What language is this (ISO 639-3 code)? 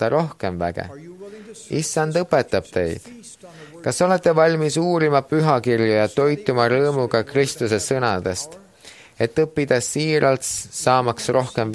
est